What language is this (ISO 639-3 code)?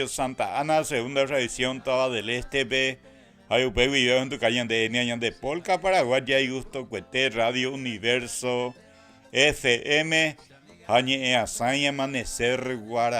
grn